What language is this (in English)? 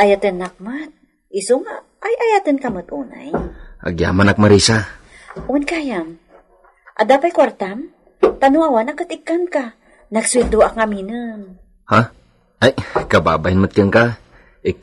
Iloko